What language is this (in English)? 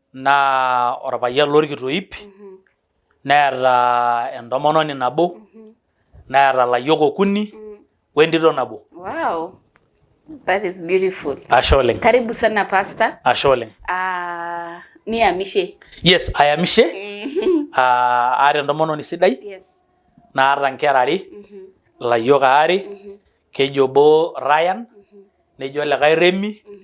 Masai